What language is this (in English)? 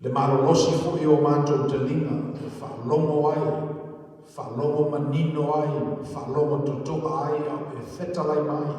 Samoan